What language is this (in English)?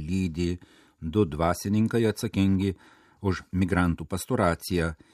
Lithuanian